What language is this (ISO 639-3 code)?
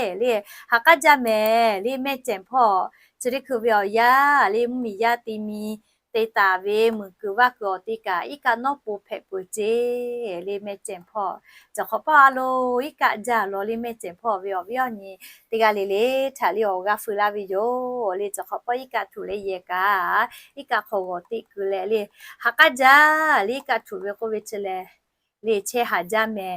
lhu